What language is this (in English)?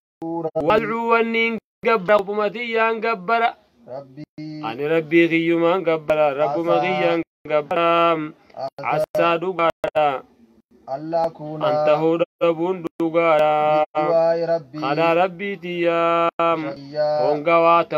Oromo